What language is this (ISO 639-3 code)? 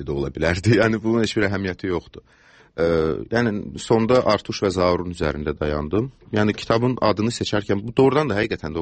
aze